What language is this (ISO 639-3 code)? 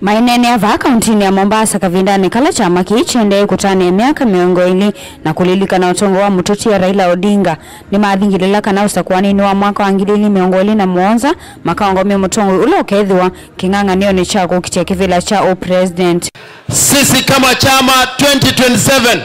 kam